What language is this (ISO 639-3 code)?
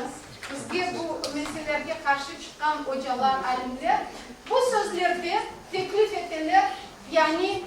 crh